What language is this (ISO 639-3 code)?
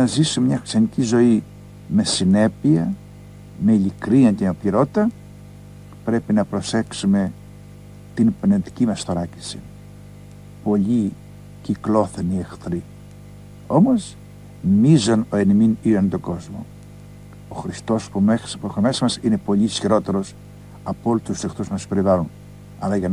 ell